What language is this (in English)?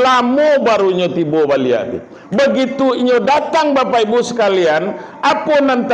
Minangkabau